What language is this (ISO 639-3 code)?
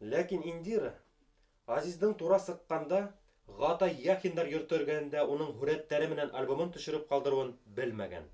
bak